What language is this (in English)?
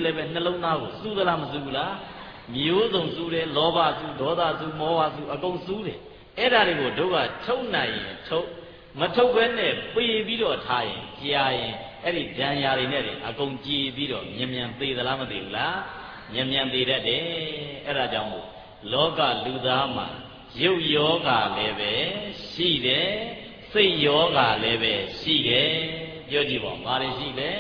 Burmese